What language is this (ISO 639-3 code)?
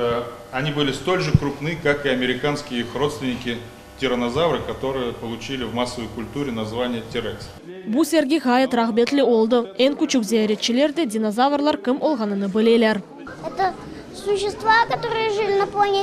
crh